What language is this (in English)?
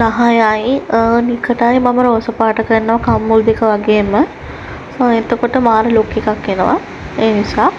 Sinhala